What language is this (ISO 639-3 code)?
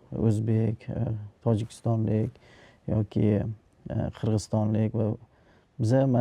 uzb